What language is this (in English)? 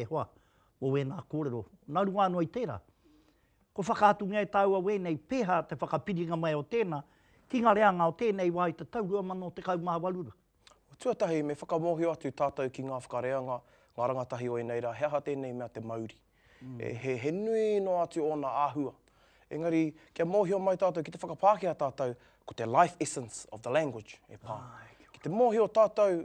Māori